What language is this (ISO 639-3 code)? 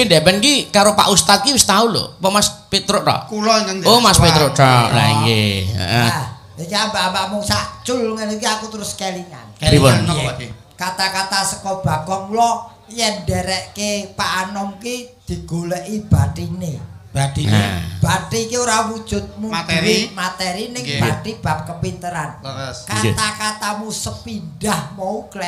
jav